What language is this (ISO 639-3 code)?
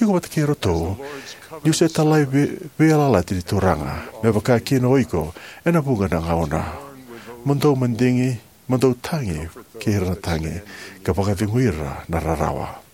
fij